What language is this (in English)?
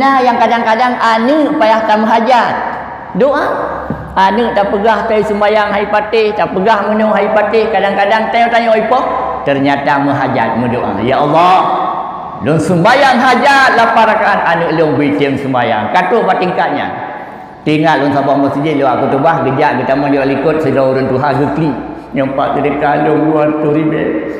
Achinese